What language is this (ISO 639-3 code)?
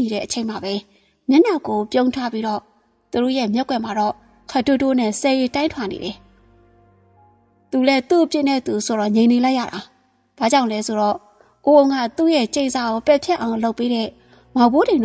mya